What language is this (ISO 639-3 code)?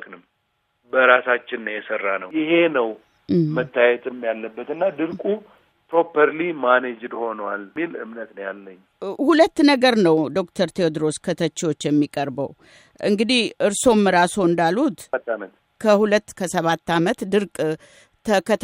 amh